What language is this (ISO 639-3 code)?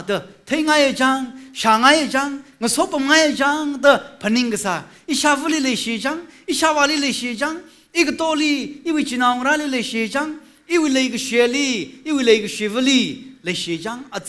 nmf